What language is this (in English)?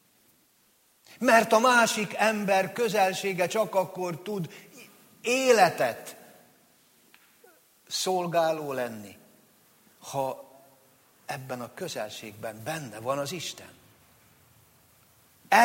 Hungarian